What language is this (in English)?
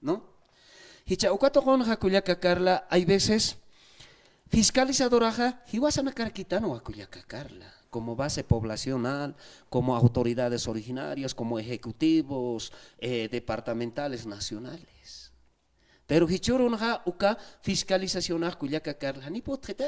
Aymara